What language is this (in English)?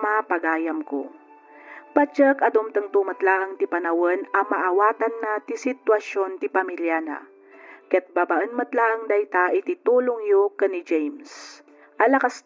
Iloko